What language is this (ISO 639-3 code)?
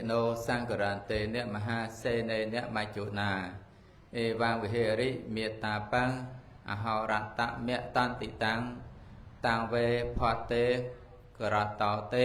khm